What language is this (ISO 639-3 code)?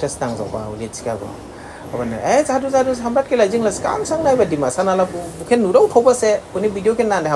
dis